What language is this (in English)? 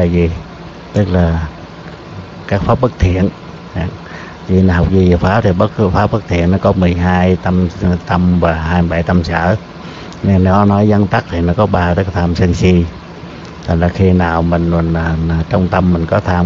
Vietnamese